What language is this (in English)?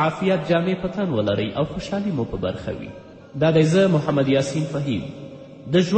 Pashto